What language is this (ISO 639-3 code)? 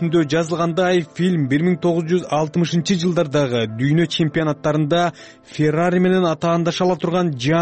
kir